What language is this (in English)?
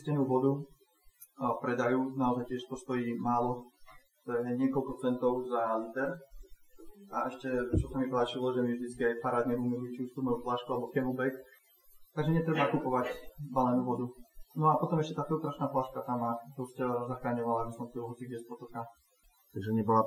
Slovak